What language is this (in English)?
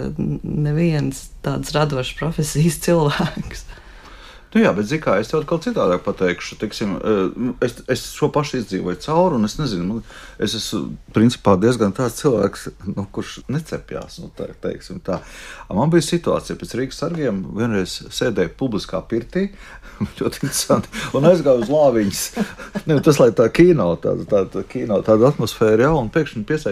Latvian